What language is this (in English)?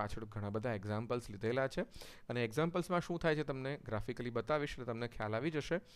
Gujarati